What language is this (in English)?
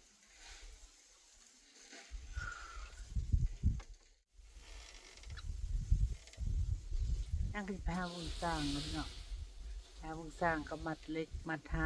Lao